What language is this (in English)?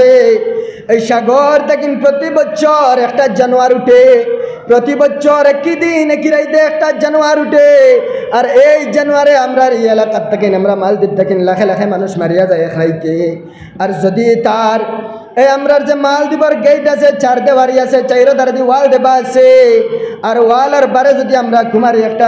Sylheti